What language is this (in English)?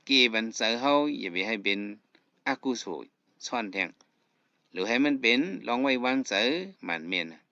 Shan